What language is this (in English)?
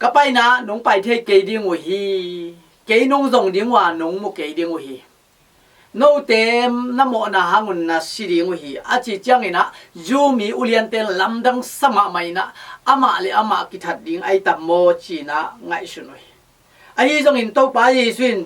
Tedim Chin